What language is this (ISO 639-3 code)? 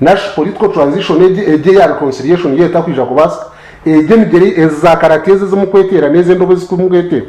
nyn